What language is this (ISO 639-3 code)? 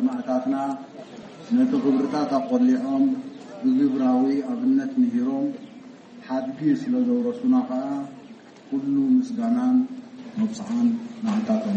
tir